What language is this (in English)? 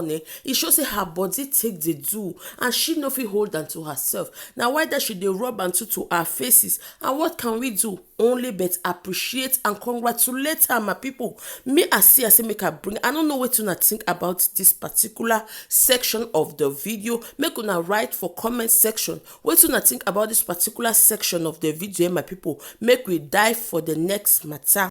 Nigerian Pidgin